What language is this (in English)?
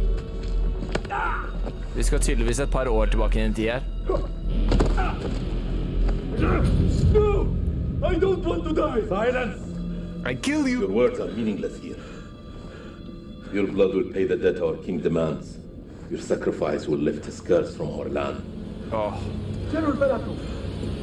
Norwegian